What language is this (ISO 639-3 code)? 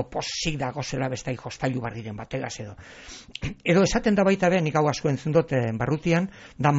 eus